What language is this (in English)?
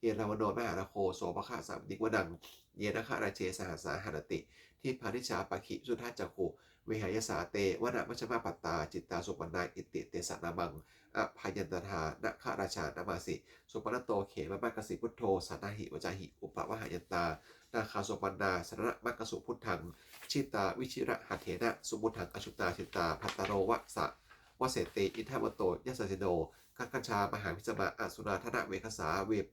Pali